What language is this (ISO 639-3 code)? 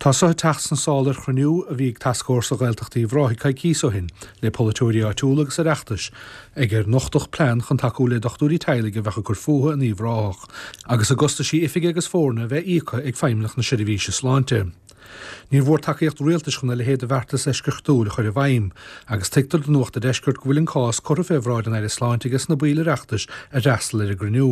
gle